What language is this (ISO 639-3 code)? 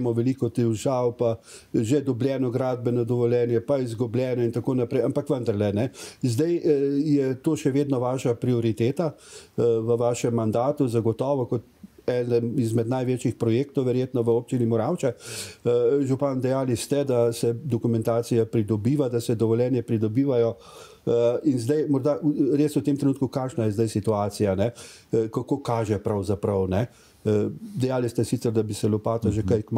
slv